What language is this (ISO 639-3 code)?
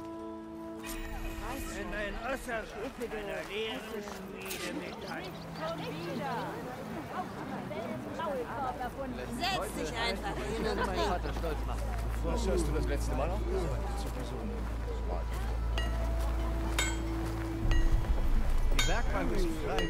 deu